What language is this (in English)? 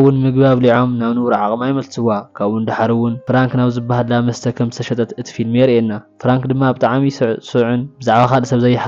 Tigrinya